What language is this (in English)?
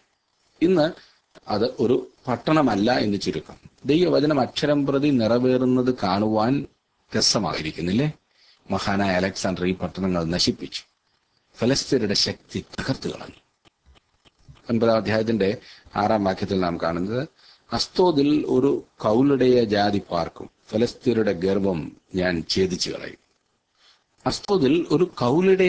Malayalam